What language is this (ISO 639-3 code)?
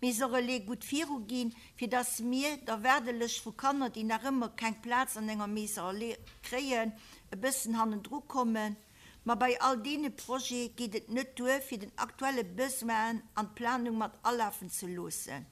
ltz